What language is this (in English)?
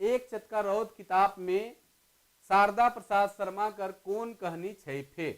Sadri